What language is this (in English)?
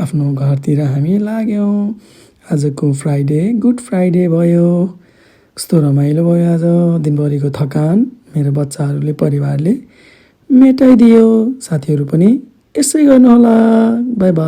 Nepali